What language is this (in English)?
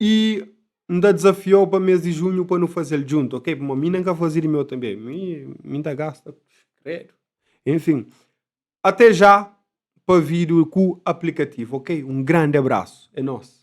Kabuverdianu